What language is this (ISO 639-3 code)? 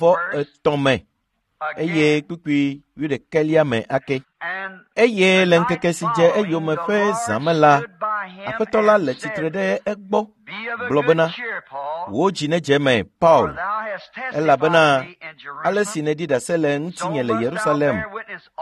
ewe